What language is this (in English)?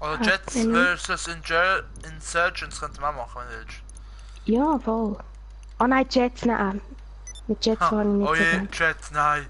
Swiss German